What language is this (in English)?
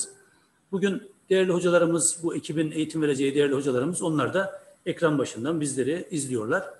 Turkish